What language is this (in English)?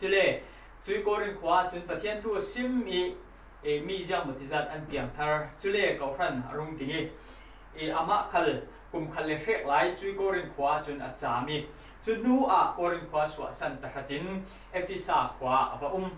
Falam Chin